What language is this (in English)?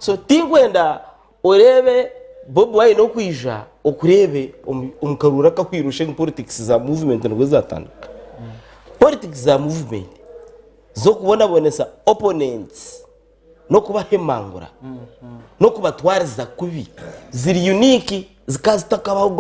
Nyankole